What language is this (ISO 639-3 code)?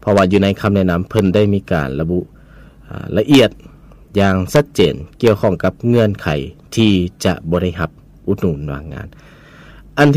lao